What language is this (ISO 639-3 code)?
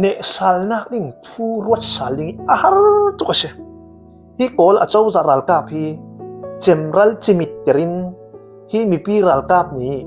cfm